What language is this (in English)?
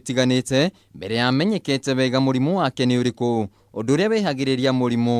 Kikuyu